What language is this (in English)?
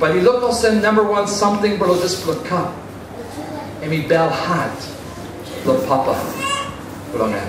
Tok Pisin